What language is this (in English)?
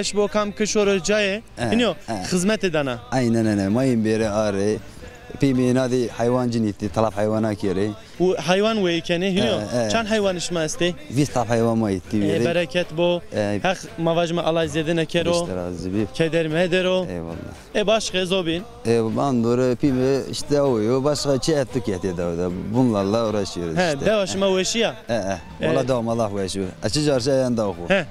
Zaza